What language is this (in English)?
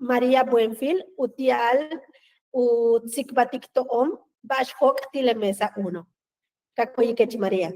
Yucateco